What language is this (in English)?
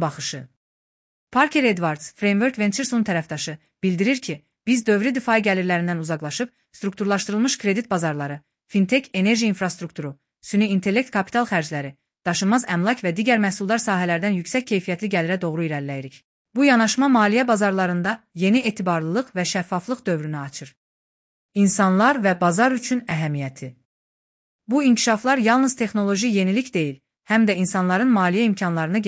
Azerbaijani